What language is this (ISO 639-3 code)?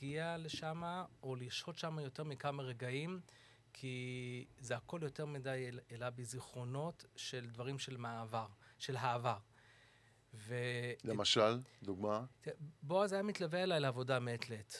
heb